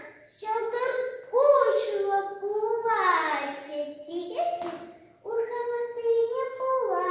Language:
Chuvash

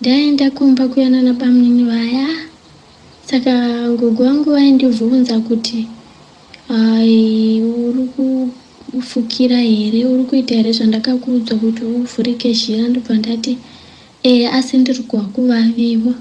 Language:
Shona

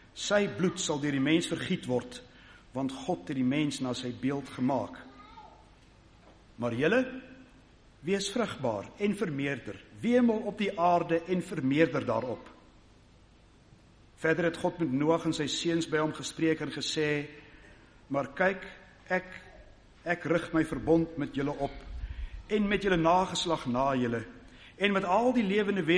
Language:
Afrikaans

